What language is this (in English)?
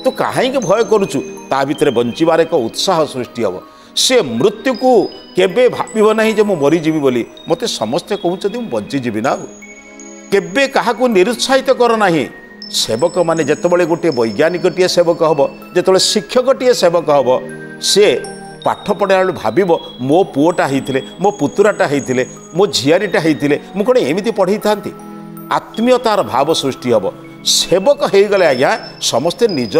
Odia